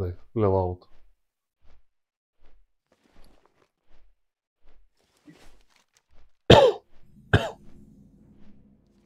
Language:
Bulgarian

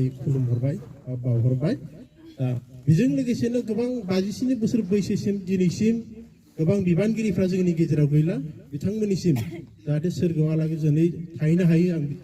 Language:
Bodo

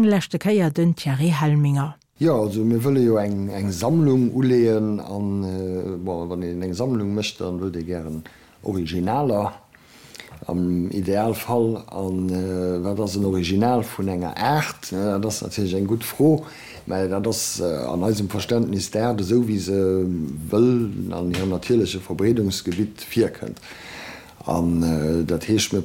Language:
Luxembourgish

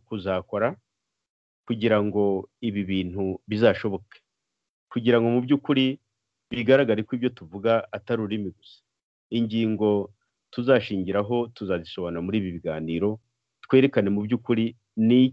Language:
Kinyarwanda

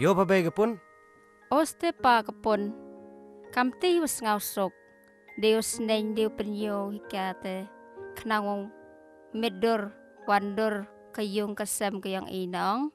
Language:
Khasi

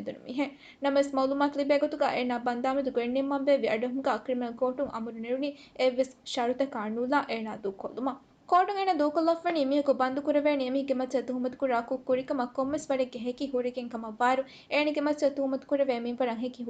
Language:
Divehi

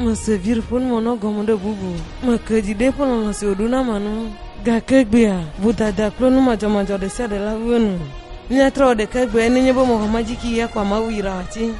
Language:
Ewe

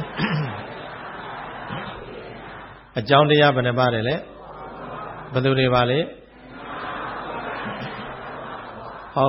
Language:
Burmese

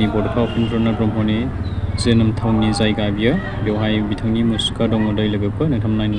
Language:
Bodo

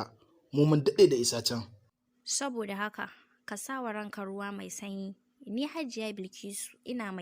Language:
Hausa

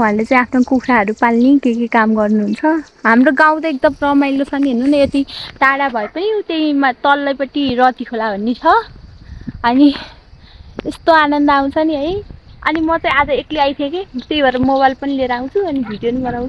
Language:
Nepali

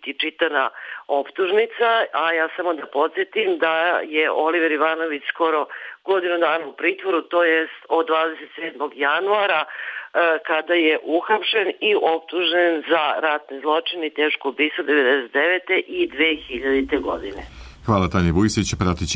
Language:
Serbian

